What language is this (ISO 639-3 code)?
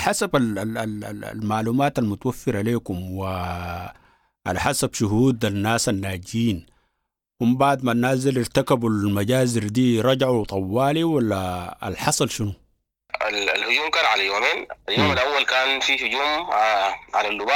apd